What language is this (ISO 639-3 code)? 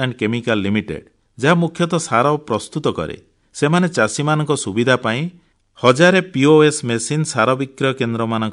ori